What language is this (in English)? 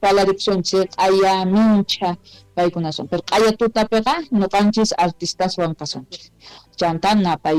South Bolivian Quechua